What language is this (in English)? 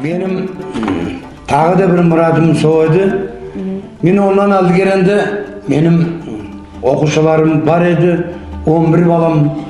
Nogai